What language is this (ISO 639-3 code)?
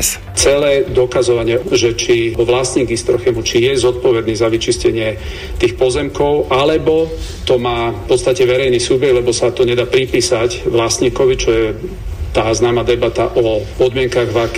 slk